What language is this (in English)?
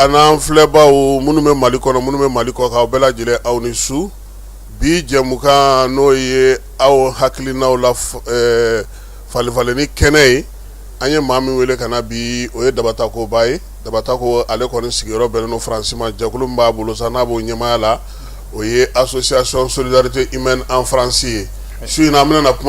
Bambara